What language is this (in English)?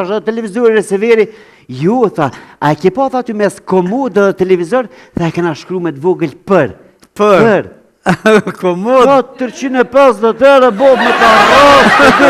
Albanian